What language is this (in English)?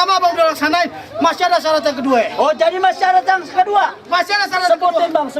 Betawi